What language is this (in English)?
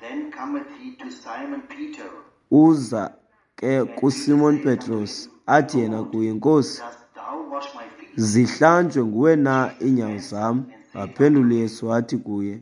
Xhosa